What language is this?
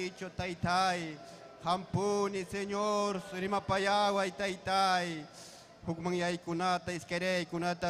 Ayacucho Quechua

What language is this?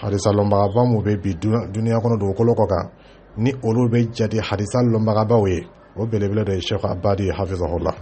Dyula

